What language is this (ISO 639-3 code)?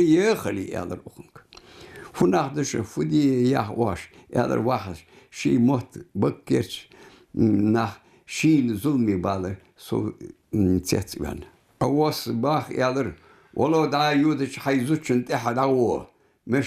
inh